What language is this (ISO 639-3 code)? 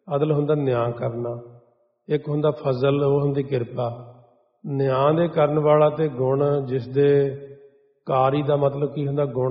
pan